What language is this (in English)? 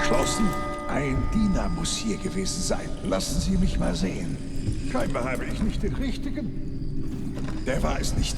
Bavarian